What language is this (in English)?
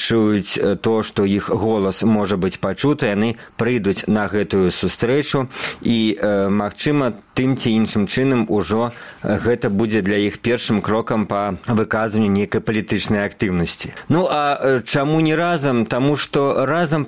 Belarusian